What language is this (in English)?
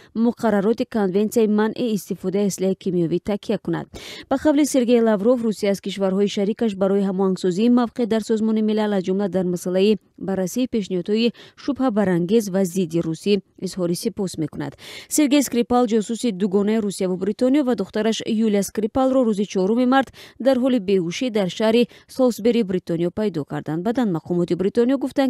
Tajik